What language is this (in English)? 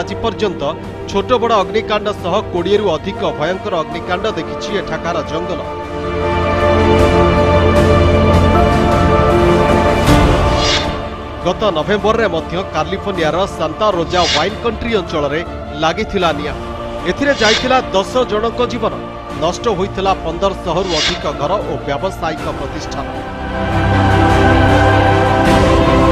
Odia